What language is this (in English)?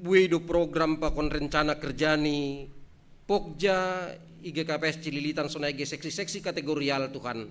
Batak Simalungun